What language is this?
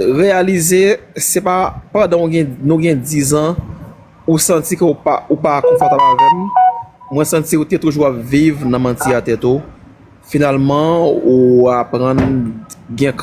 Haitian Creole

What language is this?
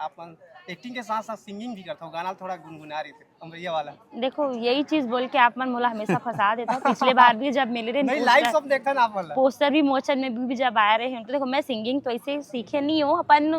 Chhattisgarhi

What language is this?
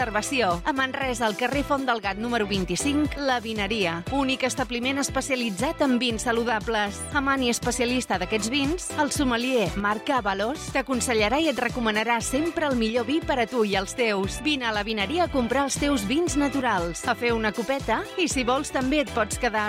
Catalan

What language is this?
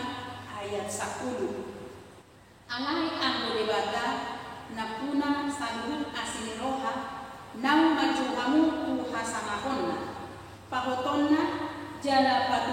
Batak Toba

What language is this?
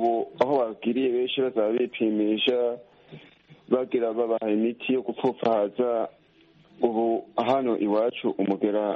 Kinyarwanda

